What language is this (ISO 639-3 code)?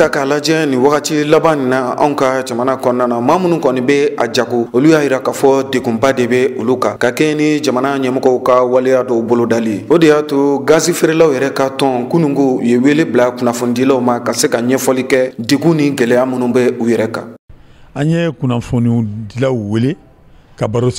bam